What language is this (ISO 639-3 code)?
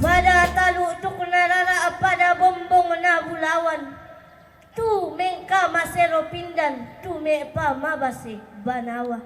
sda